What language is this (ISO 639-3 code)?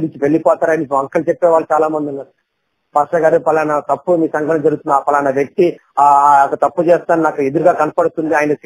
tel